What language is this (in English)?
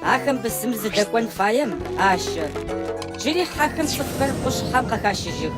Adyghe